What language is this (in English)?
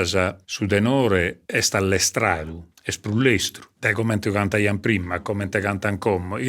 Sardinian